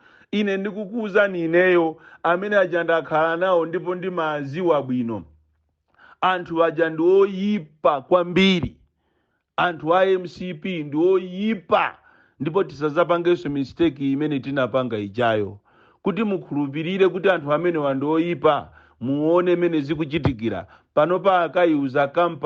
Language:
Nyanja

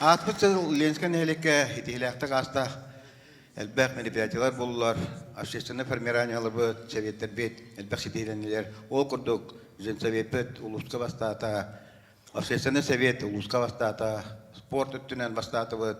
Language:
Yakut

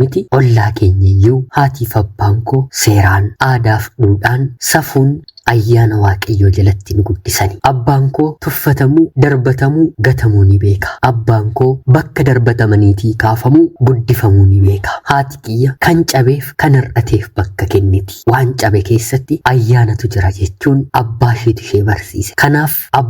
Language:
Oromo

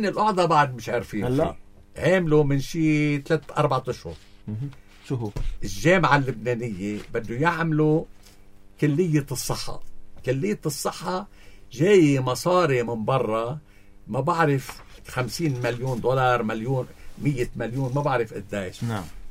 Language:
North Levantine Arabic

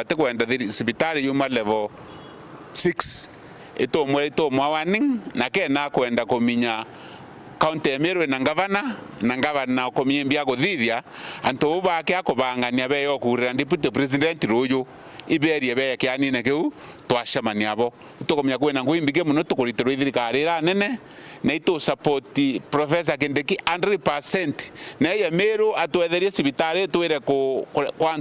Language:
Meru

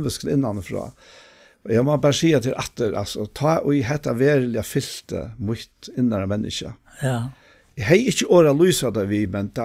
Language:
Faroese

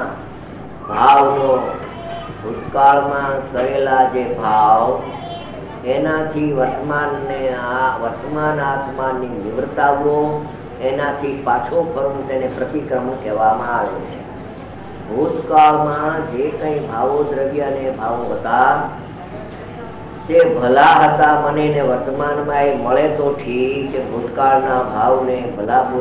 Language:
Gujarati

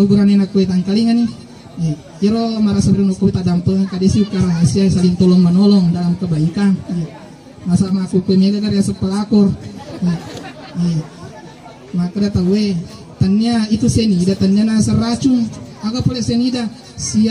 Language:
Buginese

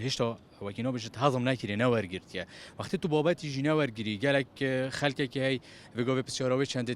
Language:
Kurdish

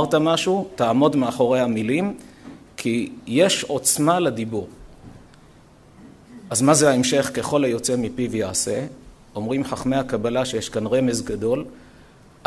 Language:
Hebrew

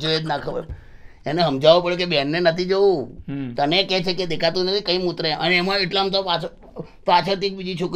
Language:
Gujarati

